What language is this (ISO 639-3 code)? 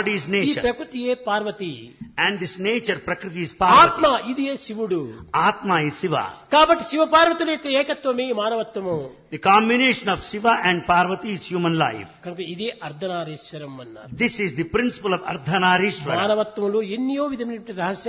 tel